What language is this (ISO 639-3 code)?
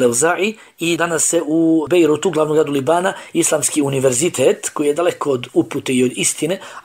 bos